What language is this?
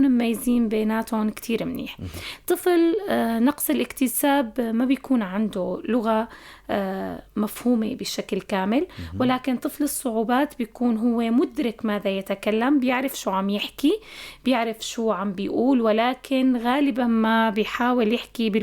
North Levantine Arabic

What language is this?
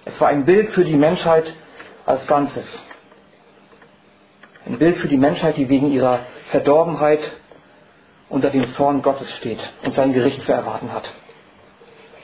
German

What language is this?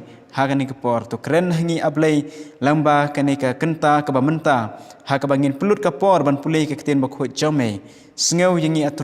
Khasi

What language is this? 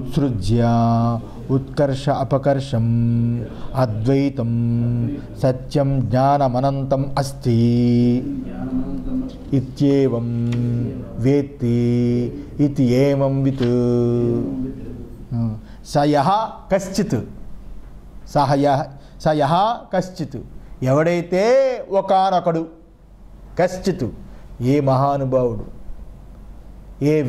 Telugu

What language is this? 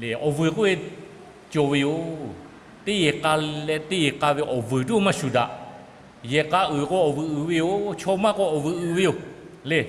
Lahu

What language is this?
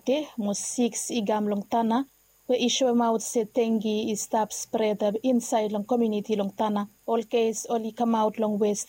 Bislama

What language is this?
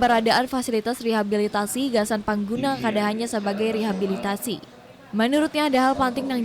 Banjar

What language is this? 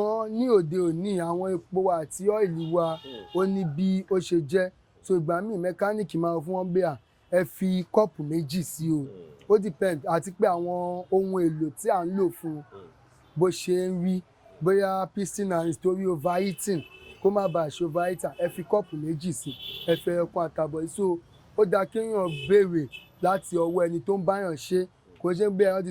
Yoruba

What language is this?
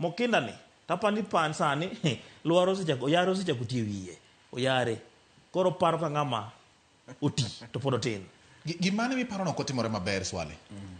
Luo (Kenya and Tanzania)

